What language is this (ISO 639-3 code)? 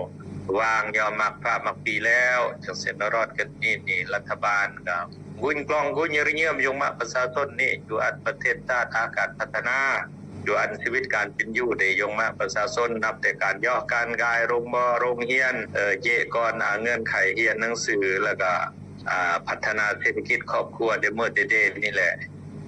lao